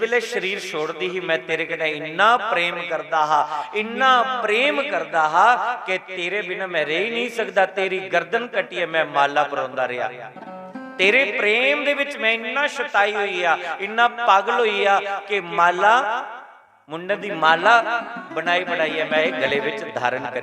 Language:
Dogri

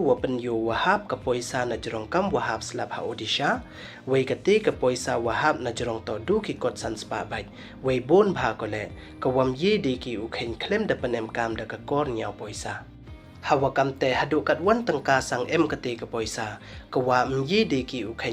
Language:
Pnar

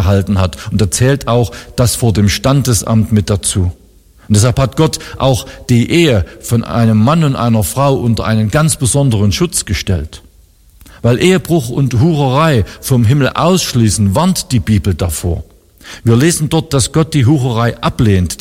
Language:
German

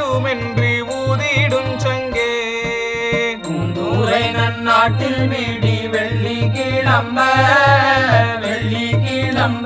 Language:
Tamil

